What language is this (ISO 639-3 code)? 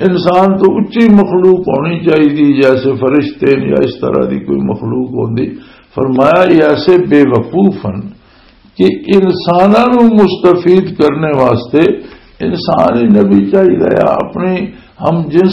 lah